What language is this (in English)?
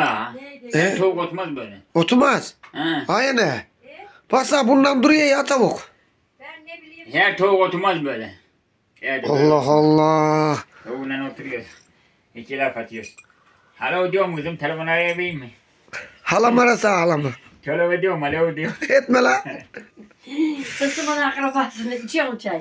Turkish